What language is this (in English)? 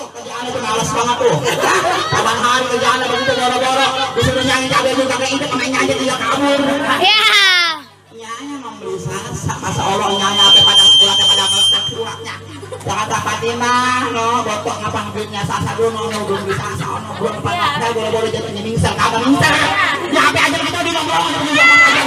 Betawi